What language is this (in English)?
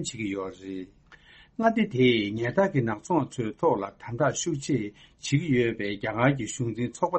Tibetan